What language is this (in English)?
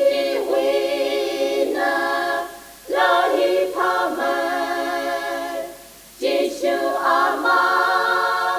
Tangkhul Naga (India)